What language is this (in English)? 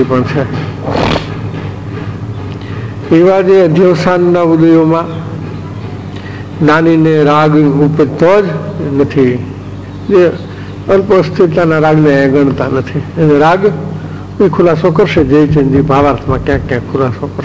Gujarati